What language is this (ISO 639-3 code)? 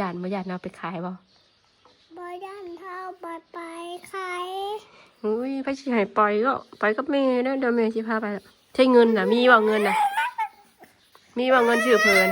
tts